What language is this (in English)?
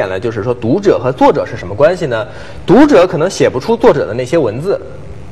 Chinese